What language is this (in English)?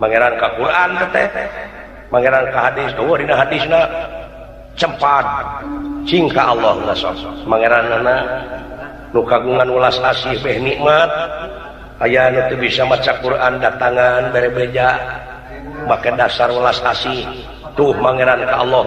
Sundanese